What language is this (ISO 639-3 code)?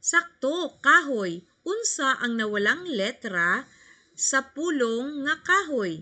ceb